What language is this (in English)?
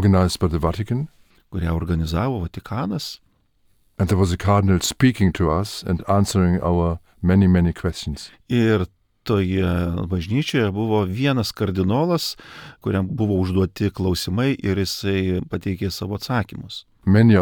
Lithuanian